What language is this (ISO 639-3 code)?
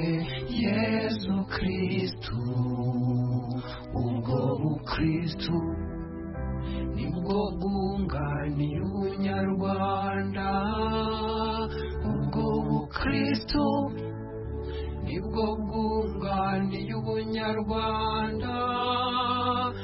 kin